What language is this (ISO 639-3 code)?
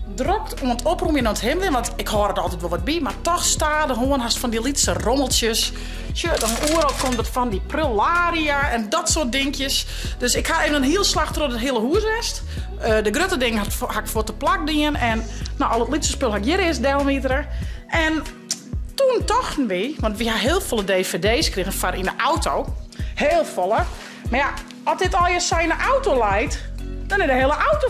fry